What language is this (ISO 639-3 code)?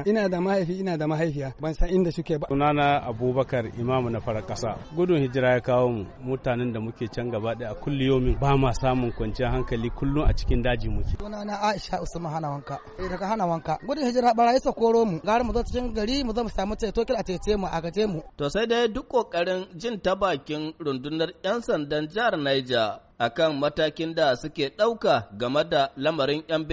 hau